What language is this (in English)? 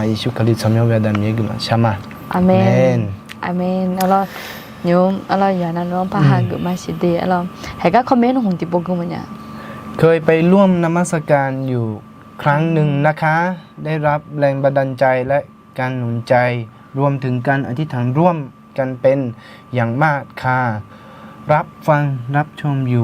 Akha